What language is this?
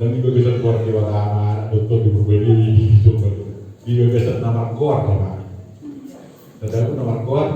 Batak Toba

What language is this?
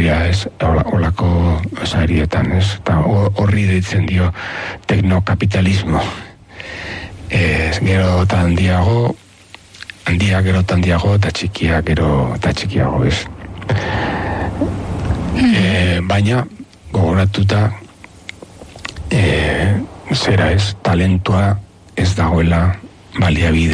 Basque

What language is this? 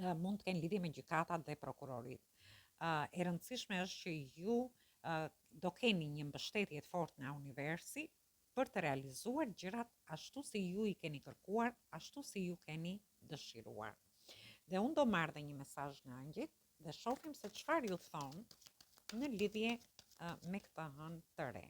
Albanian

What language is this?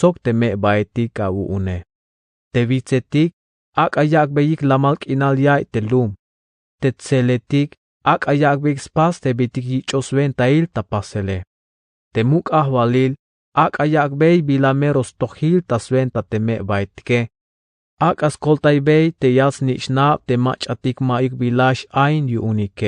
Tzeltal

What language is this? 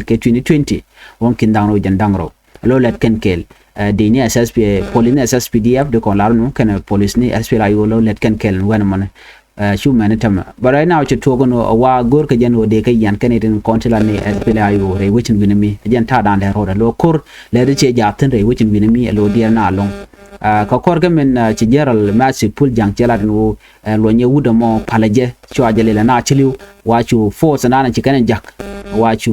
Nuer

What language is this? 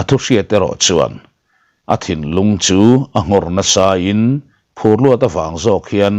Mizo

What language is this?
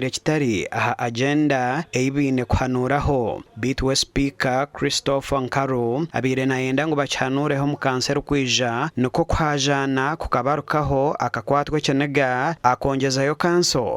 Nyankole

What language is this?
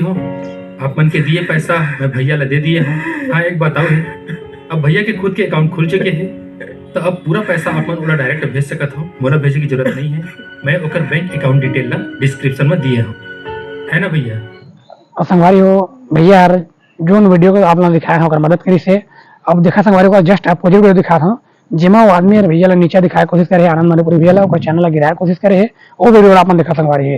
Chhattisgarhi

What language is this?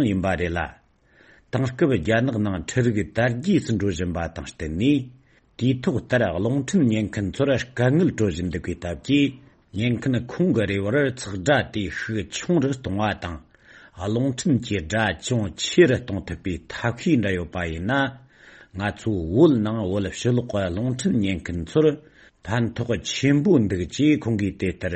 Tibetan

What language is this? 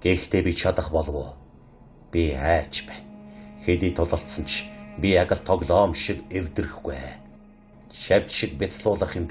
Mongolian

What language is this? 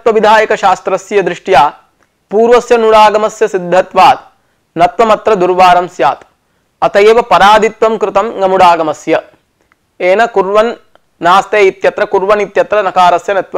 Sanskrit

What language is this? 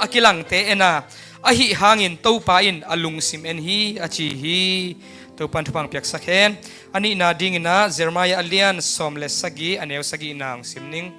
Tedim Chin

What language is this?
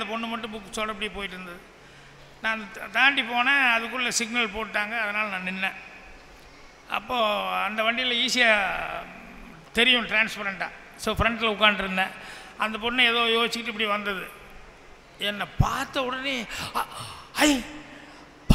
Tamil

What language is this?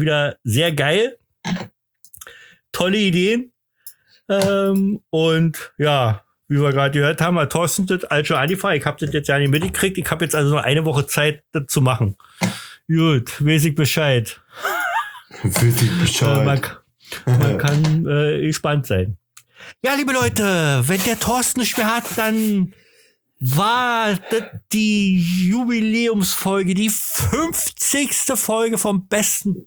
German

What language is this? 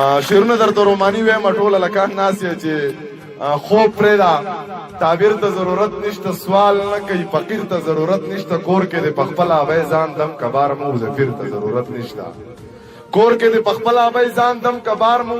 Pashto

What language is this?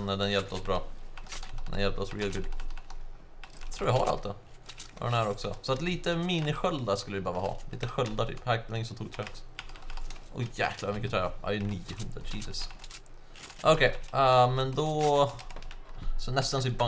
Swedish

